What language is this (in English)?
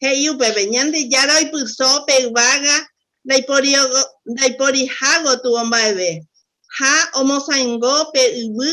Guarani